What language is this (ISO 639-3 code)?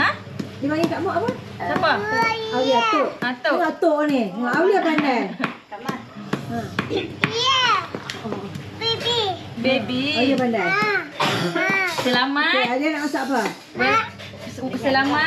msa